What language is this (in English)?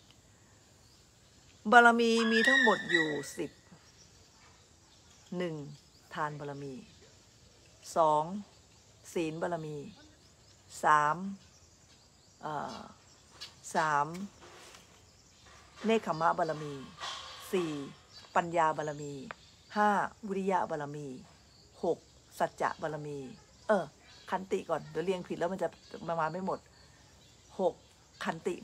Thai